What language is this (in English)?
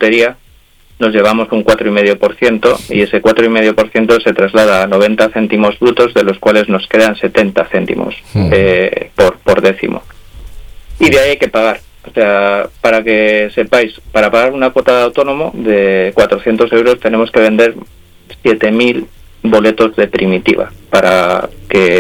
Spanish